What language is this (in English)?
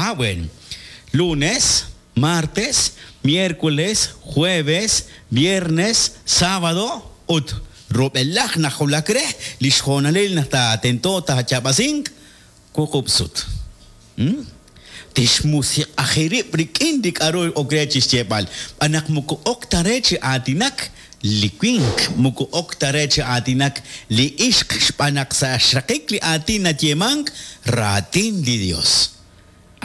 Kekchí